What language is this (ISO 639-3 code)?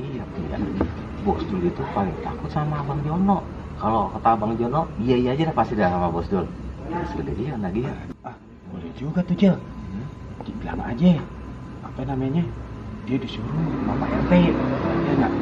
bew